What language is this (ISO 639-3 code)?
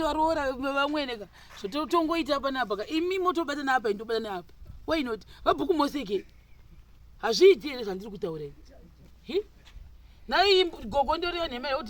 sna